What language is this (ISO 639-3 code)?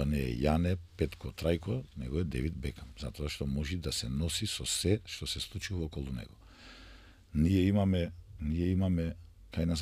mkd